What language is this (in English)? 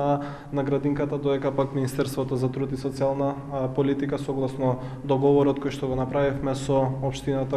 Macedonian